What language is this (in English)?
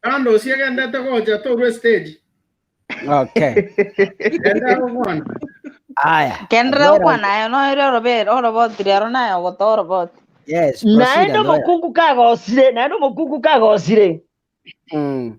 Gusii